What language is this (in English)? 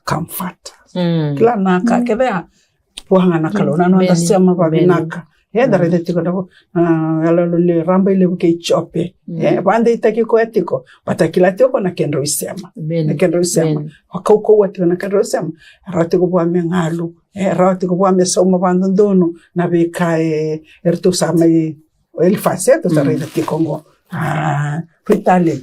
Fijian